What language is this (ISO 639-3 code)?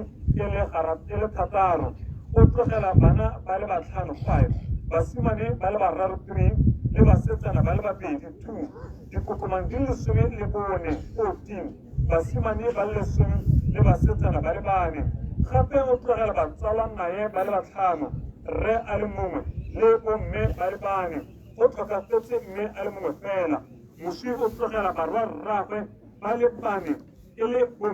tsn